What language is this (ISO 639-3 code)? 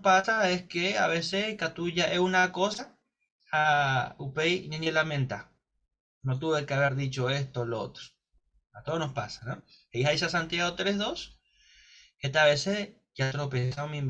grn